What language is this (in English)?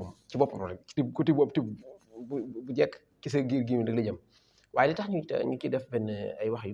Wolof